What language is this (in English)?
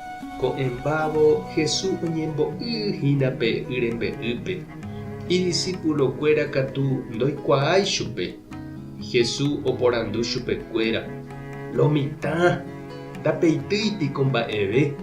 Guarani